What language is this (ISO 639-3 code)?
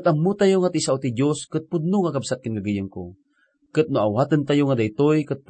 ilo